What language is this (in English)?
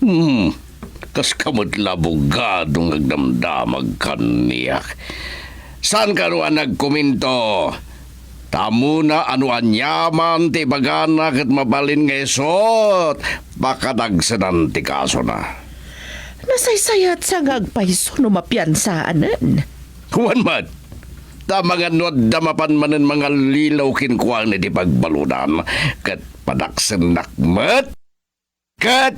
Iloko